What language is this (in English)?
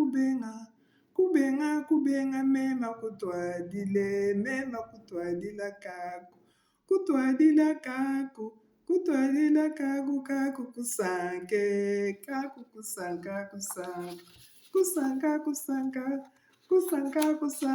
Luba-Lulua